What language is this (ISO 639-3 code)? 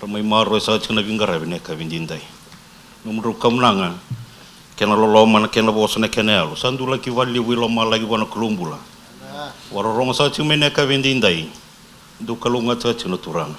fij